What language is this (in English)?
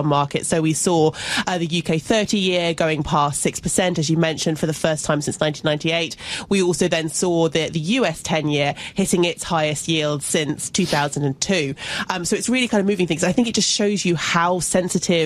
English